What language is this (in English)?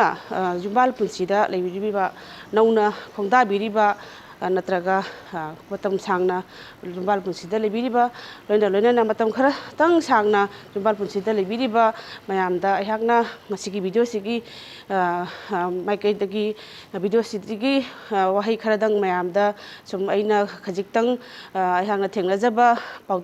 Manipuri